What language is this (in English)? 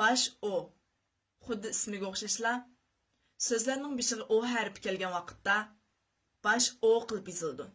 Uyghur